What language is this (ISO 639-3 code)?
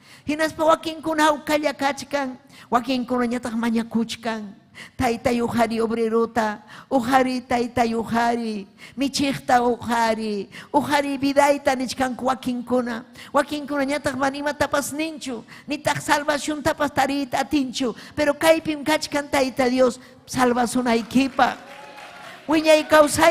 quy